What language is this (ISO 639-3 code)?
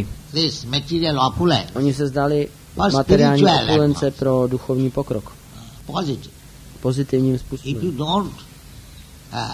ces